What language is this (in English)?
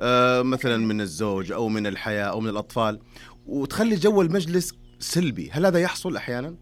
Najdi Arabic